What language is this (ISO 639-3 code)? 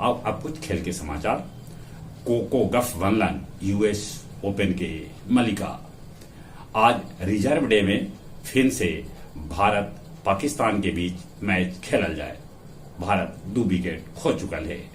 mag